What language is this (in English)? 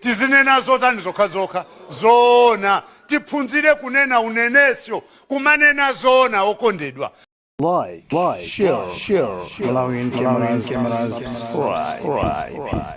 Nyanja